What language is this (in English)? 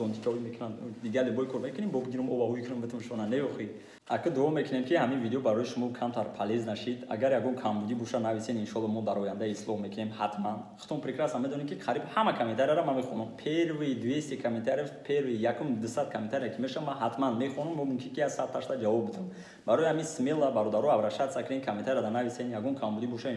Tajik